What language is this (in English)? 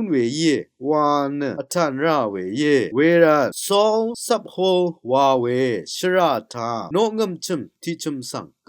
Rawang